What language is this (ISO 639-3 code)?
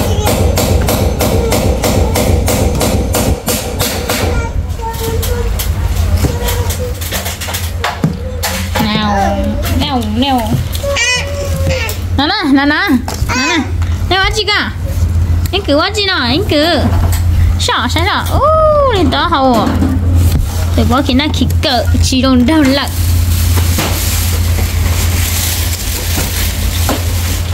vie